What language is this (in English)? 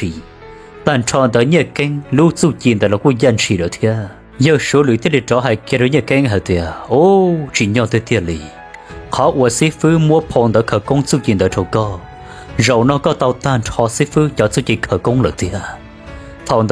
Hmong